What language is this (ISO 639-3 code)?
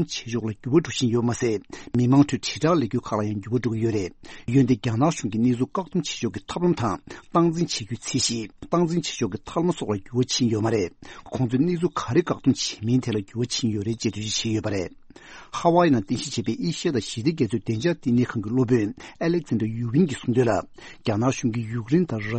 bod